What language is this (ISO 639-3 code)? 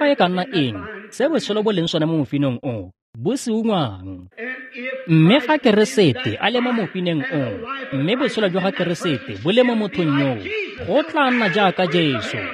tsn